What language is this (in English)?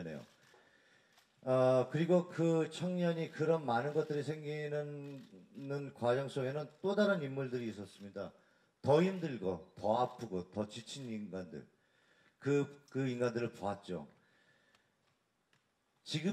Korean